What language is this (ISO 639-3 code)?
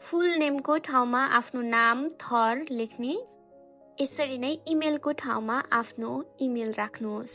nep